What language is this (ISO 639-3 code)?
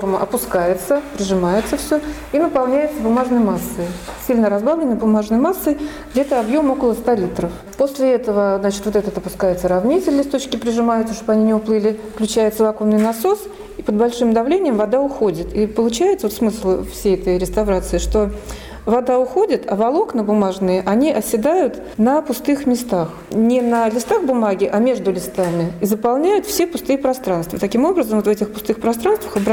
rus